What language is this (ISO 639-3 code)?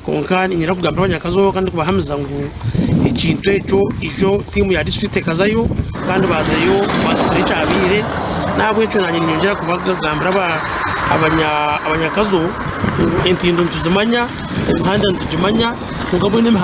nyn